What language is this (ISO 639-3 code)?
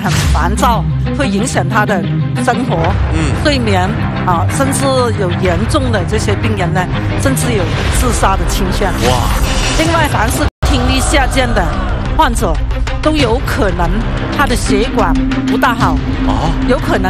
zho